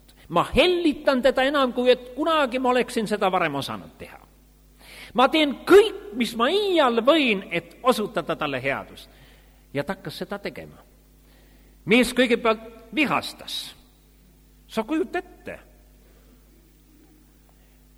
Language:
Estonian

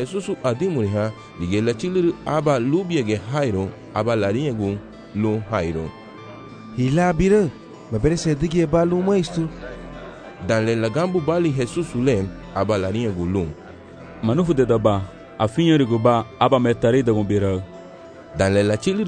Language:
Garifuna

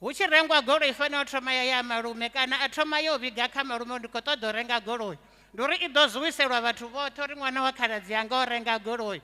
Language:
Venda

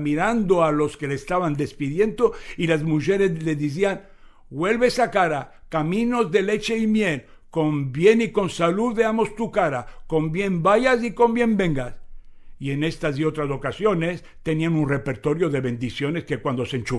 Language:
Ladino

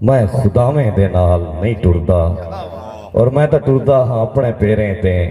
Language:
Saraiki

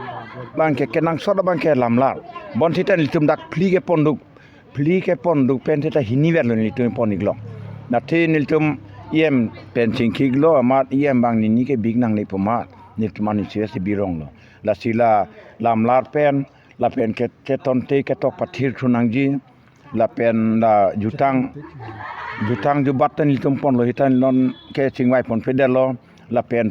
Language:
Karbi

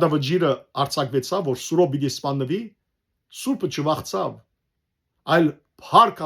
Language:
Western Armenian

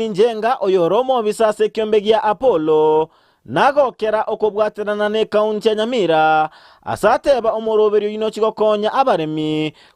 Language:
Gusii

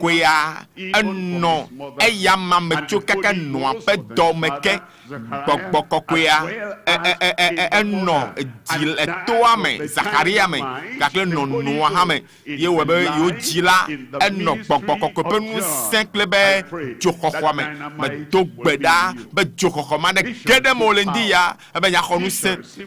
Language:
Ewe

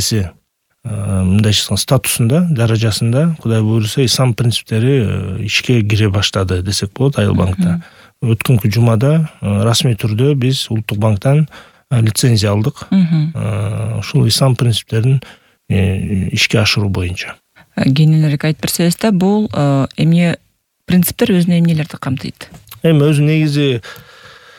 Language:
Kyrgyz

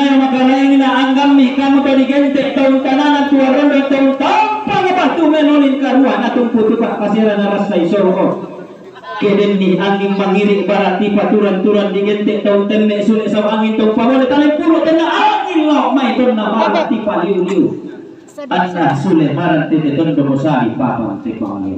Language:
Toraja-Sa'dan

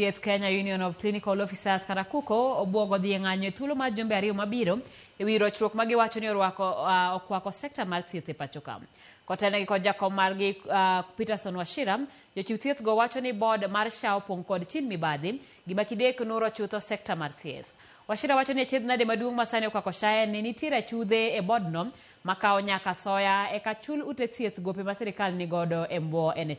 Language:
Luo (Kenya and Tanzania)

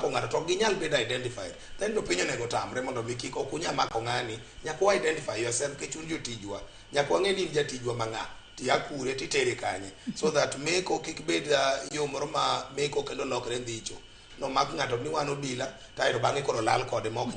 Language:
Luo (Kenya and Tanzania)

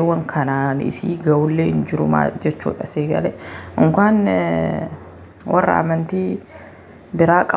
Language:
Oromo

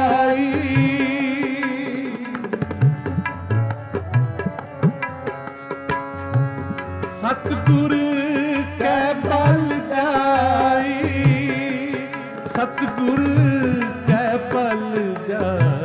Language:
Punjabi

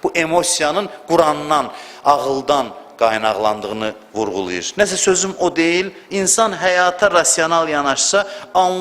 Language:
Azerbaijani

